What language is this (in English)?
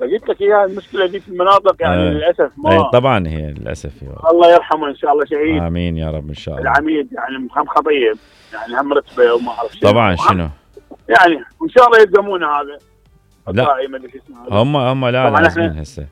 Mesopotamian Arabic